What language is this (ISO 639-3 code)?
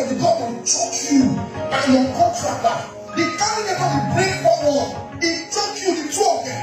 pcm